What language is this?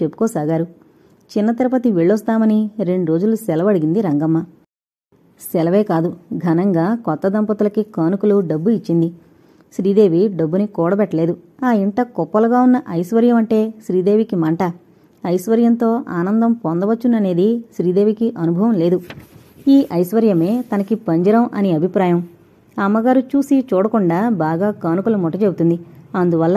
Telugu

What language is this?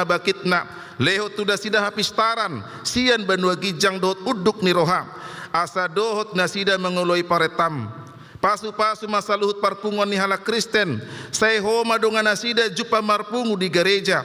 Batak Toba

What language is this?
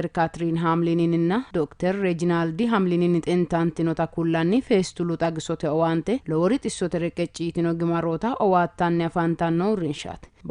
Sidamo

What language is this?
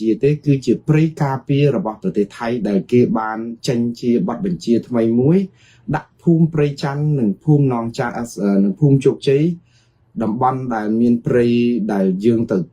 Khmer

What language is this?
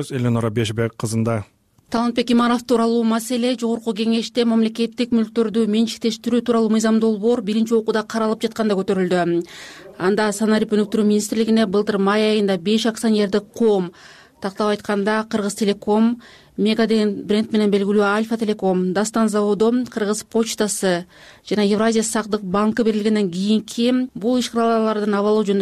Kyrgyz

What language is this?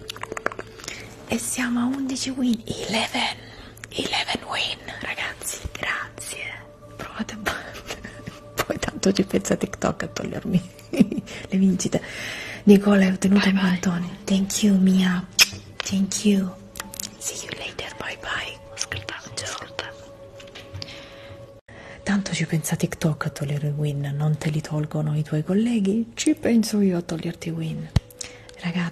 Italian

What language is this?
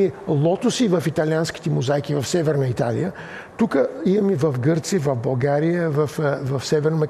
Bulgarian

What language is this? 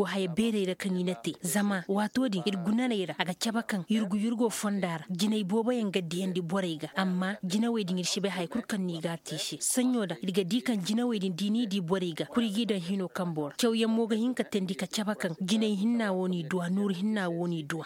Koyraboro Senni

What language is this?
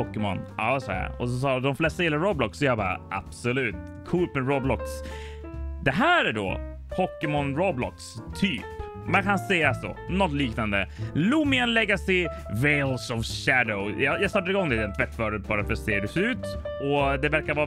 Swedish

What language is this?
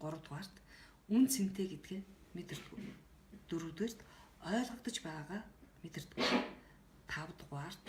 Mongolian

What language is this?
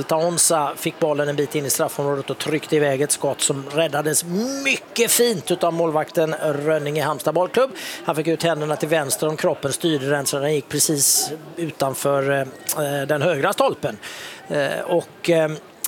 Swedish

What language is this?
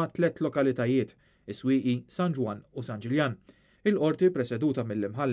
Maltese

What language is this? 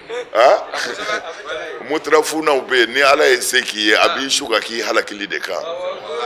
Bambara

